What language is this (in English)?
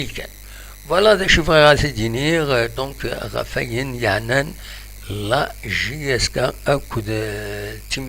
Kabyle